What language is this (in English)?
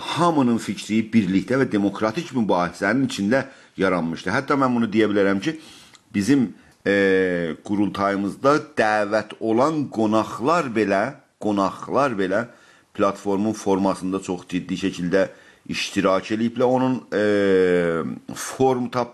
South Azerbaijani